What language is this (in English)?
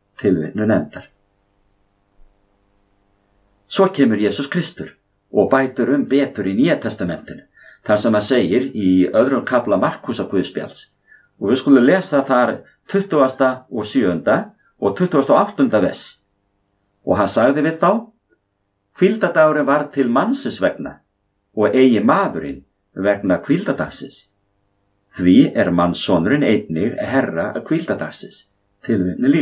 Icelandic